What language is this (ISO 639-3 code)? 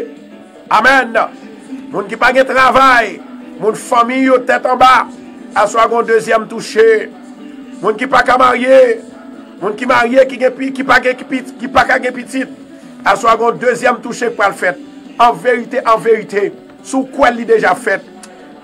hat